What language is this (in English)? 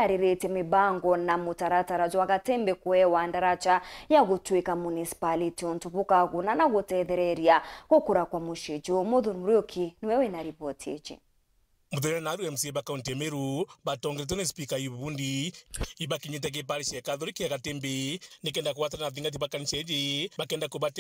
Meru